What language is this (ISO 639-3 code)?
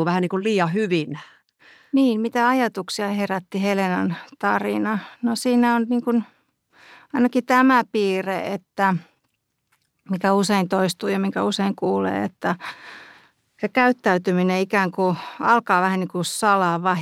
fin